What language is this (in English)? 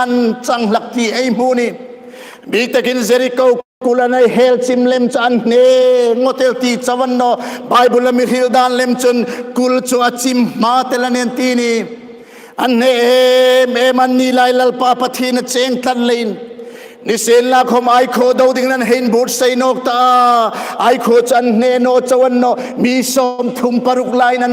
Hmar